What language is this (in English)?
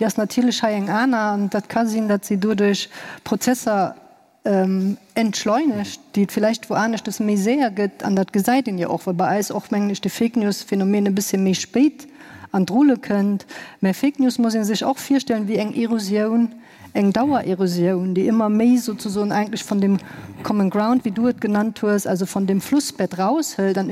Luxembourgish